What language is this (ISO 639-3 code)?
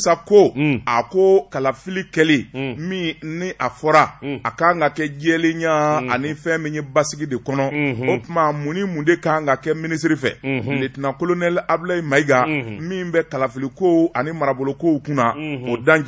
bam